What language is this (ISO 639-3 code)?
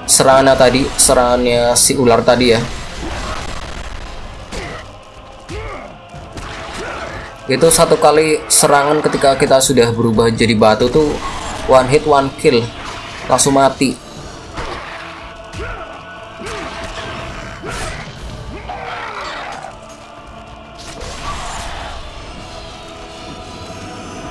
ind